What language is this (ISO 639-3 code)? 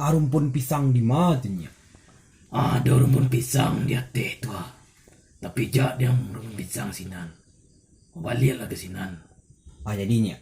min